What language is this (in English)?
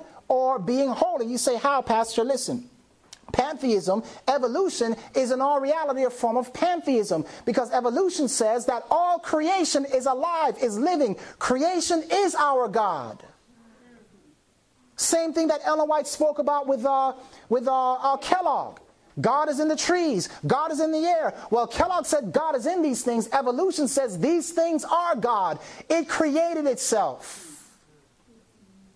English